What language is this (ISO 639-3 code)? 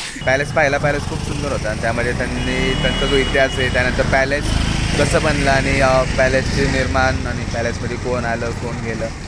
mar